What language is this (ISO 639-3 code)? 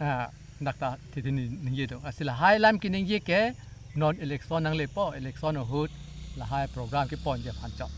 mjw